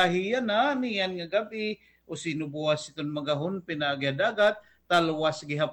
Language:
Waray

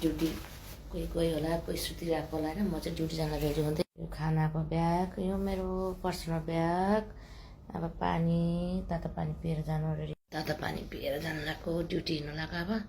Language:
Nepali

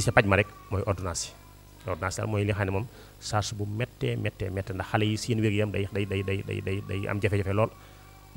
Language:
Wolof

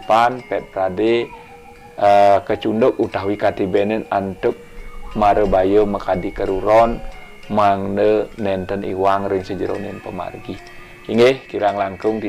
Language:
Balinese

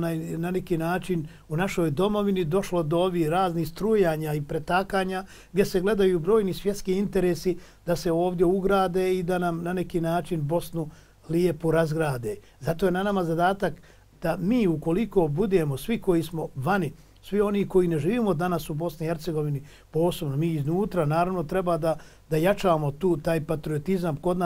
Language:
Bosnian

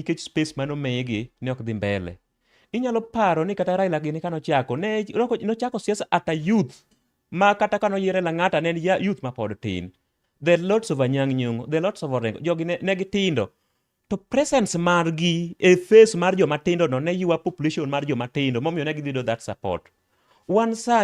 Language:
Luo (Kenya and Tanzania)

